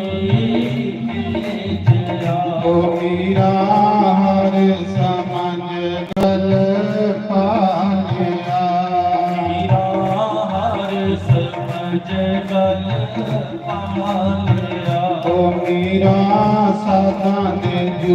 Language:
Dogri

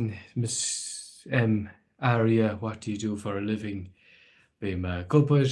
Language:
Irish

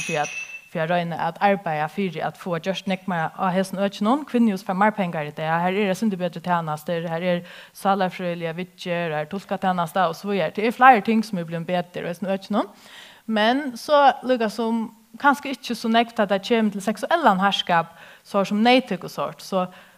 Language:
Faroese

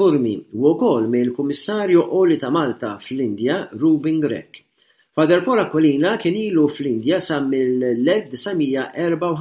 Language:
Maltese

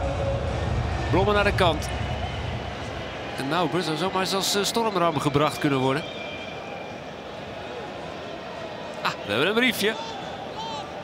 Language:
Dutch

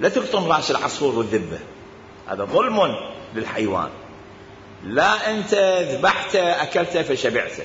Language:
Mesopotamian Arabic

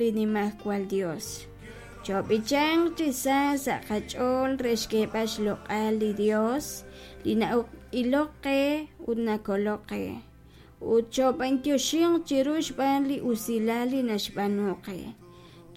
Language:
Kekchí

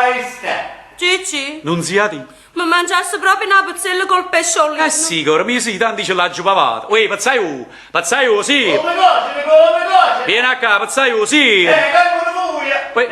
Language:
Neapolitan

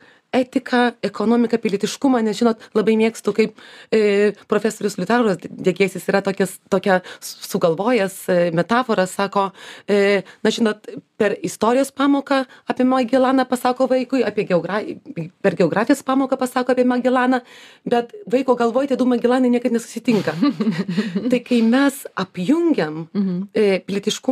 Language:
Lithuanian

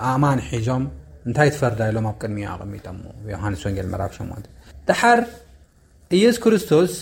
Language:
Tigrinya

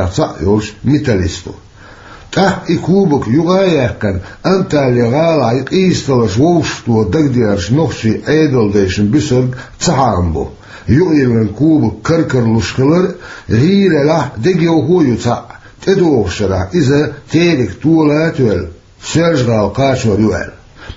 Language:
Chechen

